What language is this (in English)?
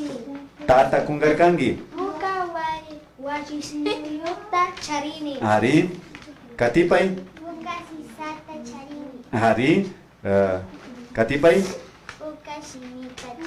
Imbabura Highland Quichua